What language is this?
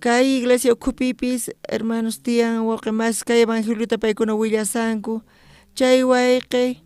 South Bolivian Quechua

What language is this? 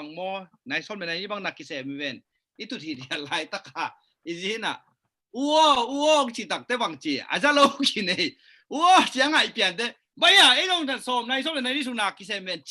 Tedim Chin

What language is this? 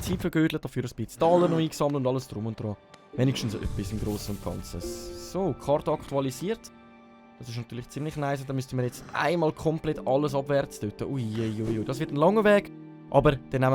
Swiss German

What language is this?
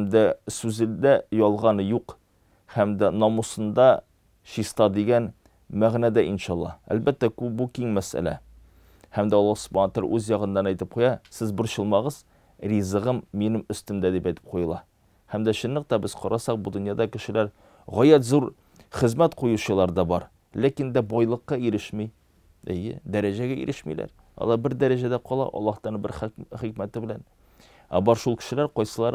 Tatar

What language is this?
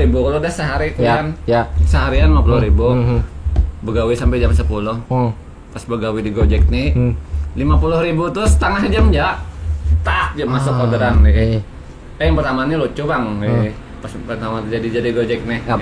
Banjar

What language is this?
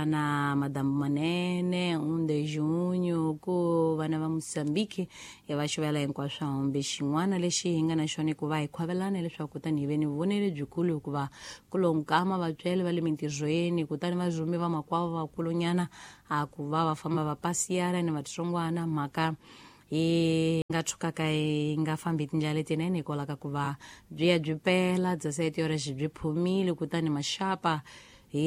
Tsonga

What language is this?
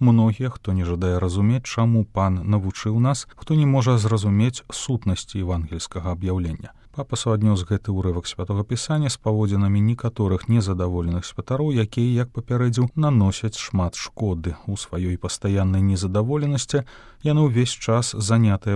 Belarusian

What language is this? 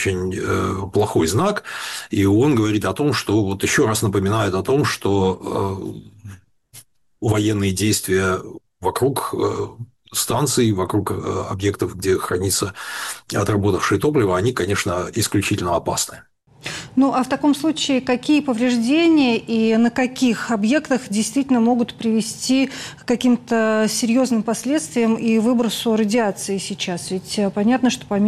Russian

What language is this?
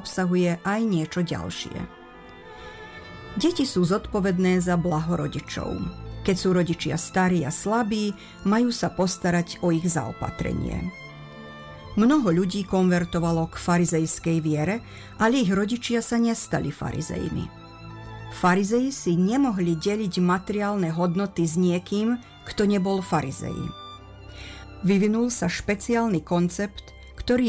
Slovak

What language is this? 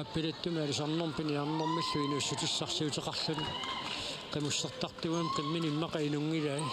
Kalaallisut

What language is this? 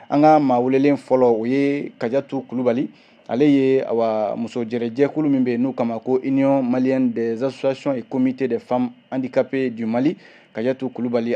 Bambara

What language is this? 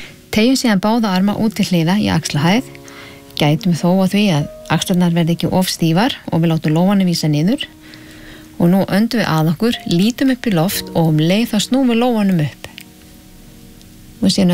Icelandic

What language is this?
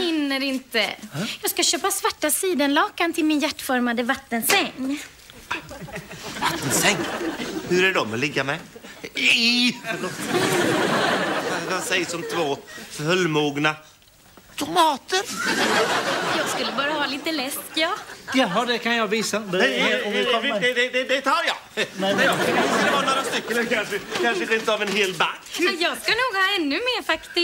Swedish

